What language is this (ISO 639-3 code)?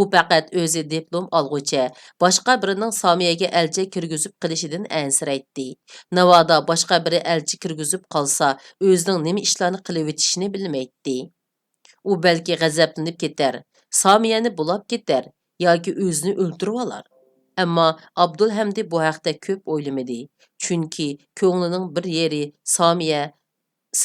uig